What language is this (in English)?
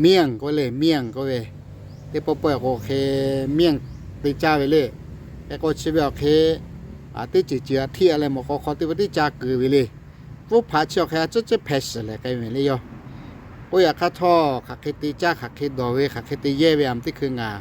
Lahu